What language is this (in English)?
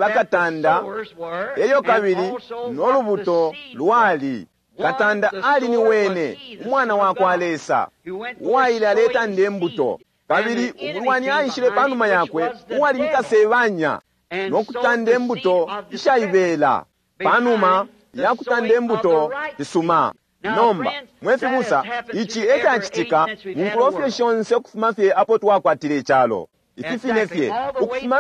Bemba